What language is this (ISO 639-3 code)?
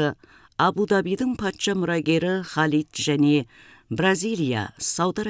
kaz